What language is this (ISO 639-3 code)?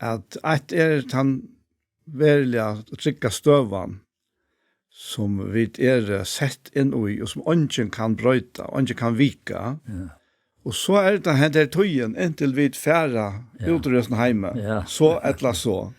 fao